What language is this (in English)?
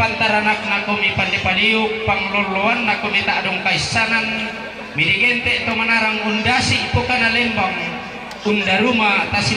Toraja-Sa'dan